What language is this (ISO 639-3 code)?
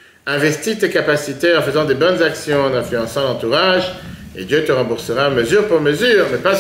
fra